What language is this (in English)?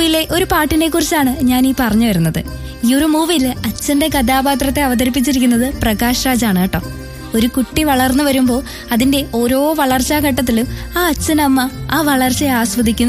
Malayalam